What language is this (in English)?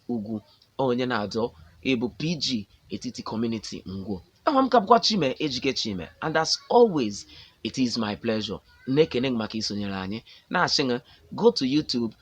Igbo